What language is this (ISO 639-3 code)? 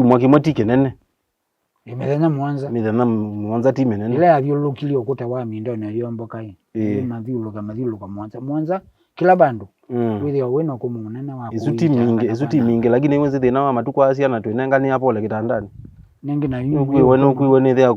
kam